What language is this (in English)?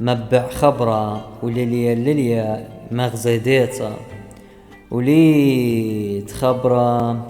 Assyrian Neo-Aramaic